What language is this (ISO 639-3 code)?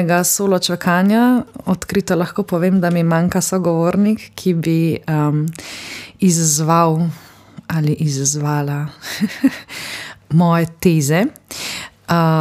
slv